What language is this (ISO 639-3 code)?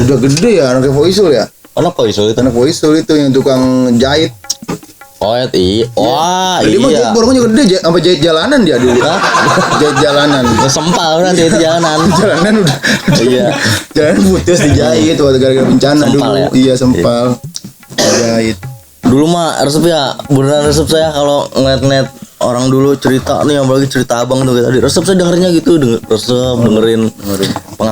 bew